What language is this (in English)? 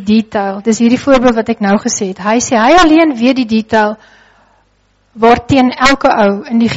Afrikaans